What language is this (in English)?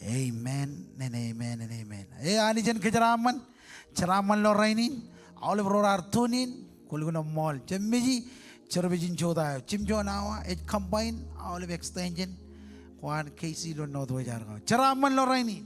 Marshallese